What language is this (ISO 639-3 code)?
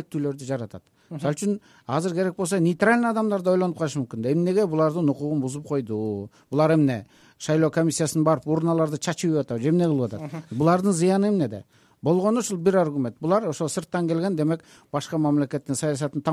kir